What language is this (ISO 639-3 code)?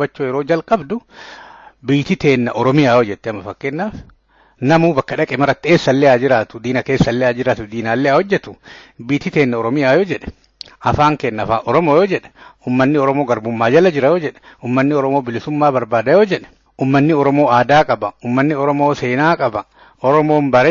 orm